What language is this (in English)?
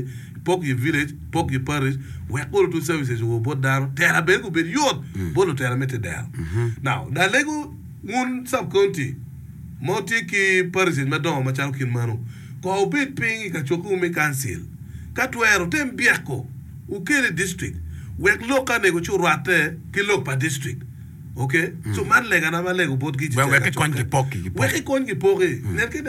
Acoli